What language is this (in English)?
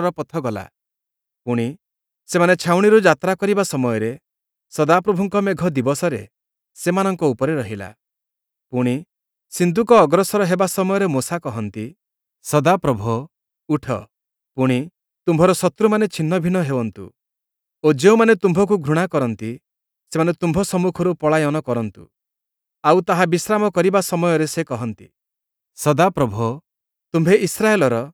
Odia